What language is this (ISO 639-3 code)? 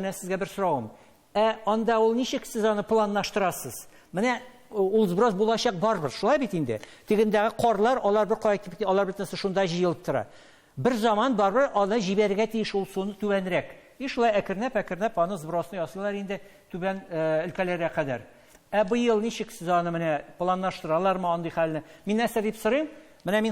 tat